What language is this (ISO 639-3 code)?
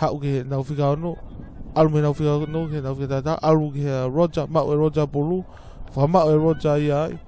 ton